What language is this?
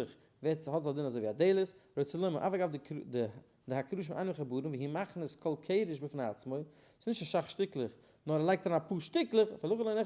Yiddish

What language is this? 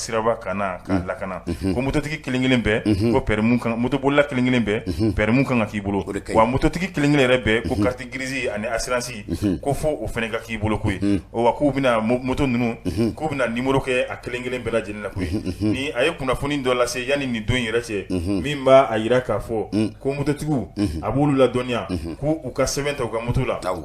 Bambara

